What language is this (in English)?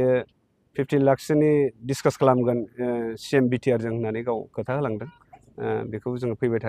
Bodo